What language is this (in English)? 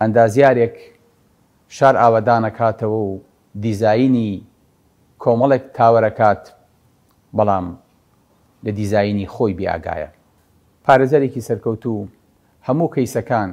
Central Kurdish